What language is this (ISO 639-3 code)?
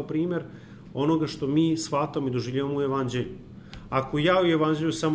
srp